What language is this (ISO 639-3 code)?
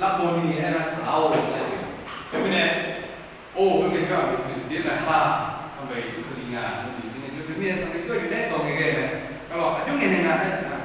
ahk